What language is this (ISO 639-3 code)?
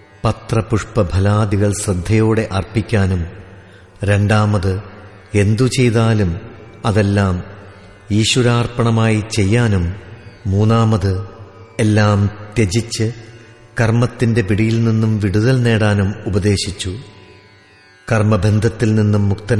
mal